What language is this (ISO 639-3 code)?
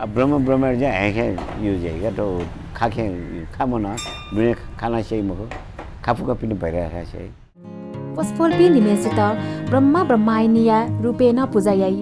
new